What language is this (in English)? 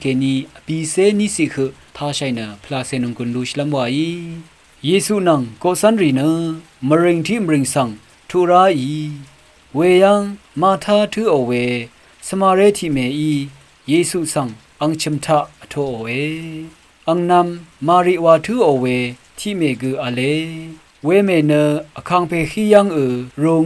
Rawang